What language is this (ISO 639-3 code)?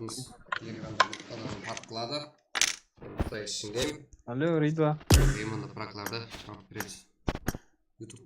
kaa